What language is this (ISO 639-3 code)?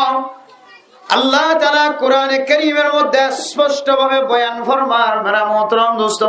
rhg